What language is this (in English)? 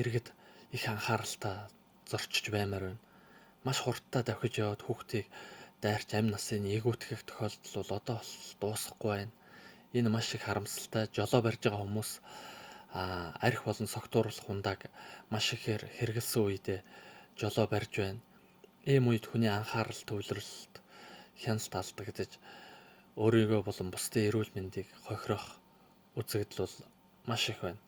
Mongolian